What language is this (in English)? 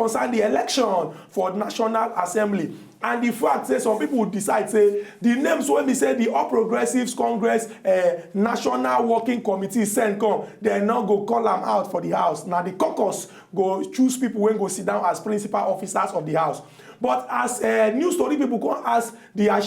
Nigerian Pidgin